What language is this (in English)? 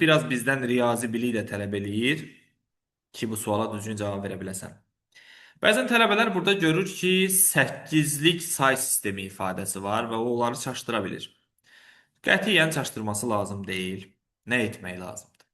Azerbaijani